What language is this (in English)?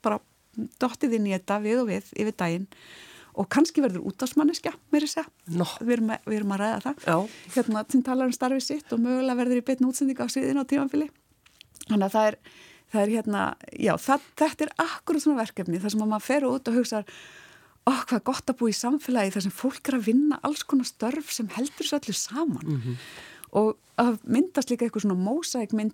Icelandic